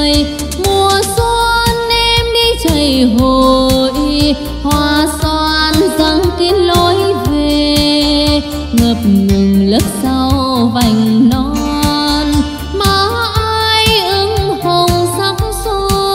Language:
Vietnamese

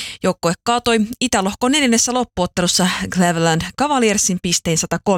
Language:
Finnish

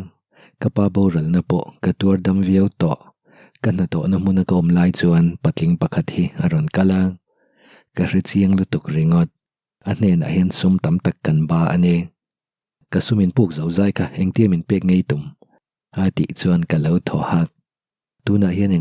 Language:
Mizo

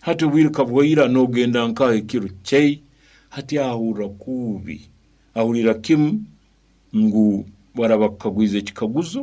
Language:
Nyoro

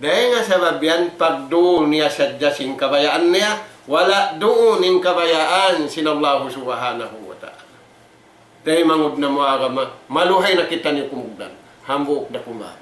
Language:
Tausug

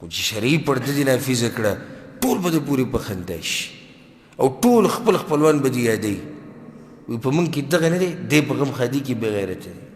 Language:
Pashto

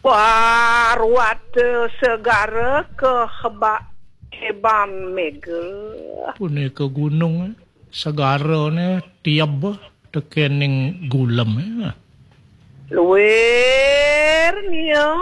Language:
Balinese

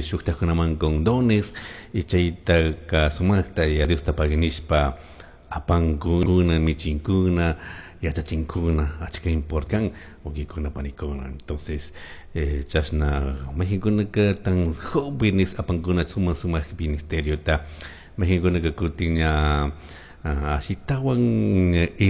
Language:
Chimborazo Highland Quichua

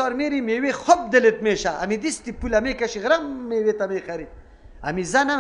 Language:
Persian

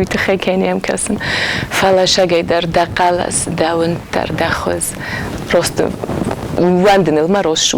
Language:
Ossetic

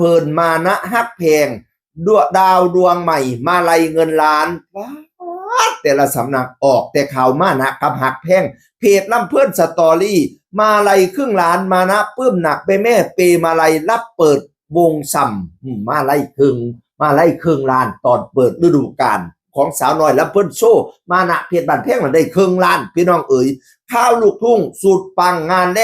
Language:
Northeastern Thai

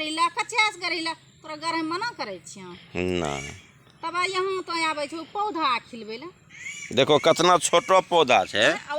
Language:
Angika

